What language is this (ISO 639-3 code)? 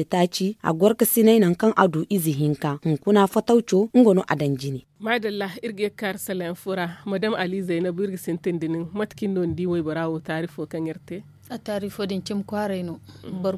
dje